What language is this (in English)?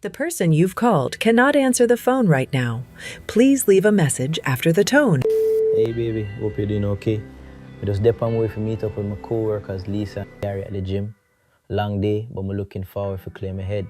Jamaican Creole English